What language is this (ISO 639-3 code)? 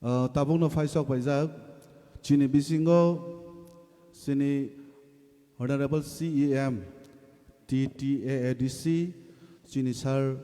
trp